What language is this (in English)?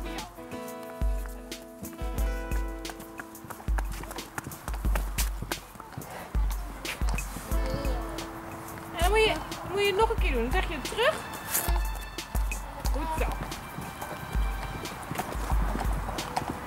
Dutch